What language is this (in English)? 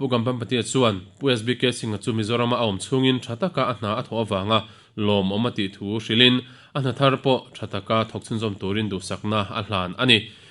Mizo